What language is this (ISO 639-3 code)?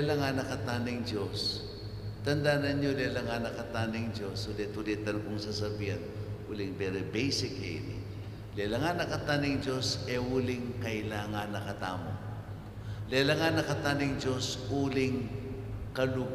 pam